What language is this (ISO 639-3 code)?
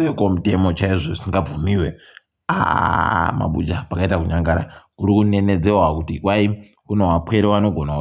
ndc